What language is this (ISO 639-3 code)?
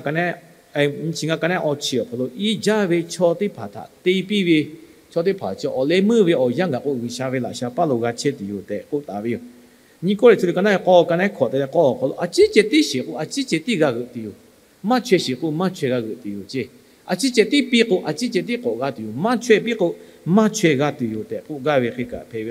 lhu